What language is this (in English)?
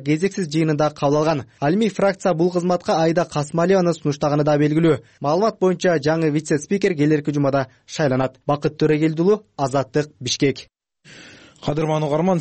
Kyrgyz